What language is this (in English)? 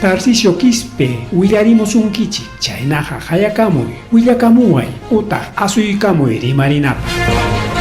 Ayacucho Quechua